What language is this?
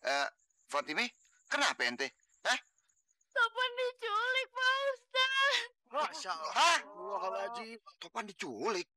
Betawi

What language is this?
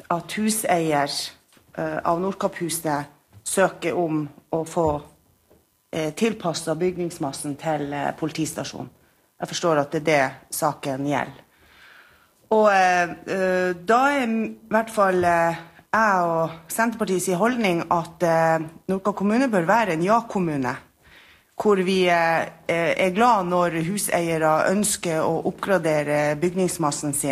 Norwegian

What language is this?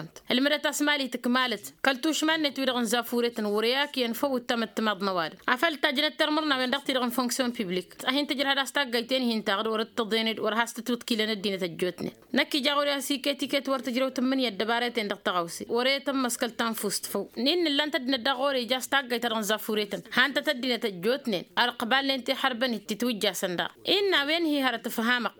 Tamasheq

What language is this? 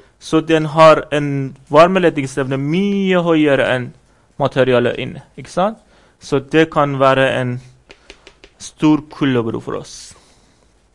Norwegian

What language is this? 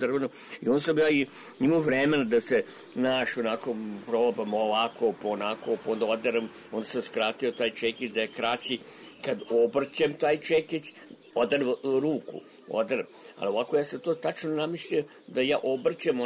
Serbian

